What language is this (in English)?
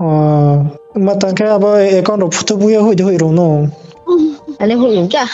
Riang (India)